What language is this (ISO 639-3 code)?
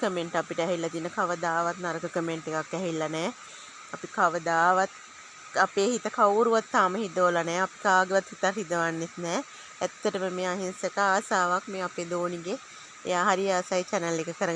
sin